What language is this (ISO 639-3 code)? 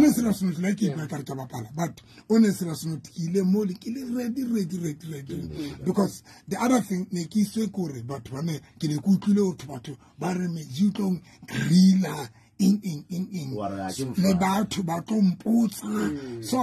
sot